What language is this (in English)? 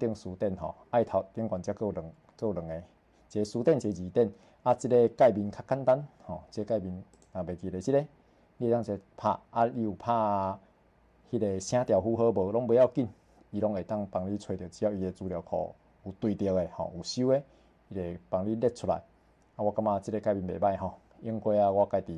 Min Nan Chinese